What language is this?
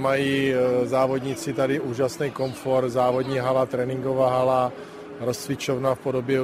Czech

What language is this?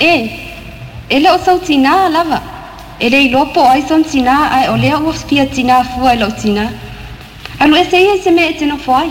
Samoan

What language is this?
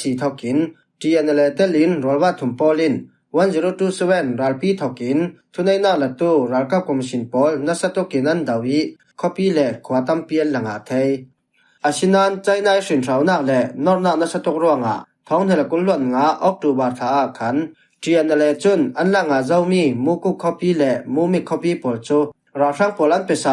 Falam Chin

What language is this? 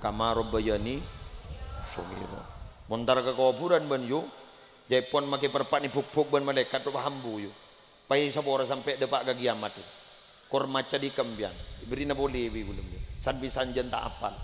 Madurese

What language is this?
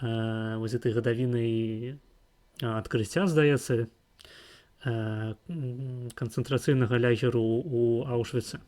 Belarusian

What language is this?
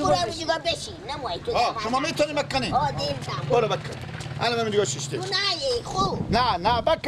Persian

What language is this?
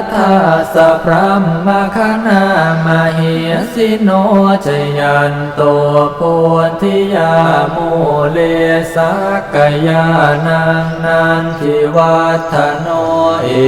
Pali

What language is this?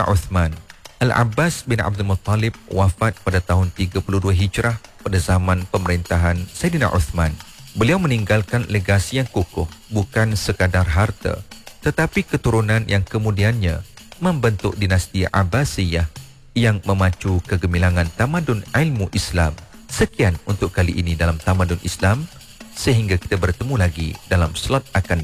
Malay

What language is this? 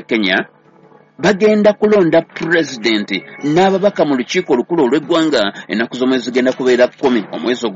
Ganda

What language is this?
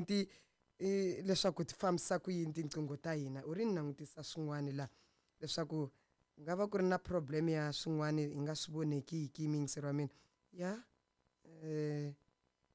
Tsonga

